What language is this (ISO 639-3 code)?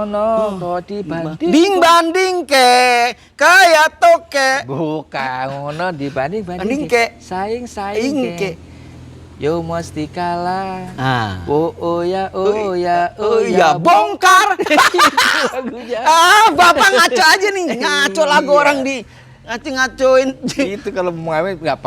bew